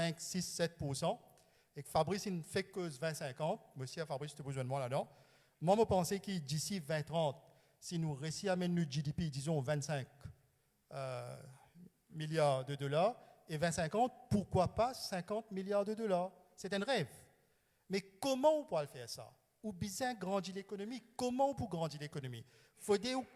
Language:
Morisyen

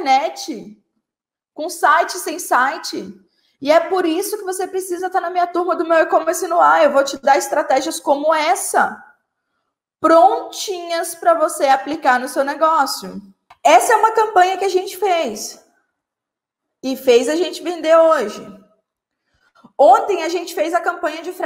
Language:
Portuguese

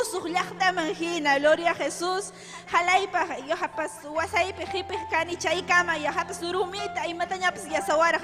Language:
Ayacucho Quechua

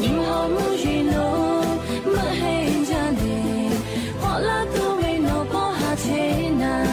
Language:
Lahu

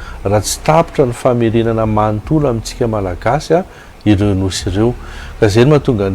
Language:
Malagasy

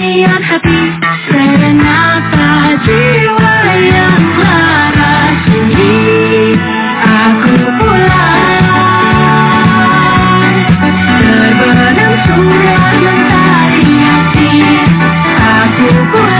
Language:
Indonesian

